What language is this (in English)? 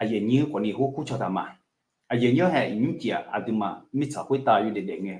Akha